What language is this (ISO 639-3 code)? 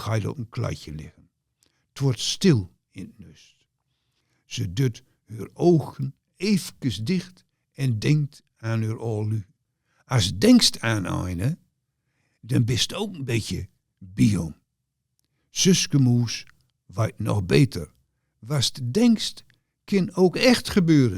gos